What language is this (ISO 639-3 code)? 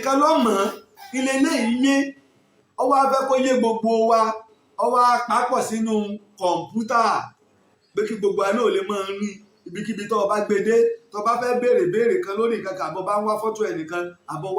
yor